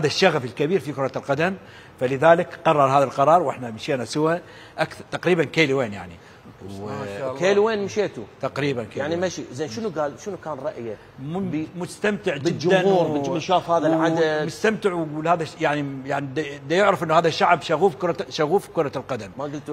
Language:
Mesopotamian Arabic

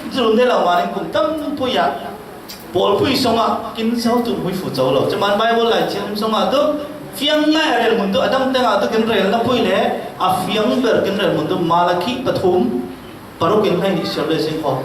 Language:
Falam Chin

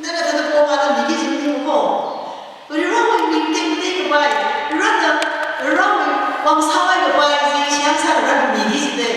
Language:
Tangkhul Naga (India)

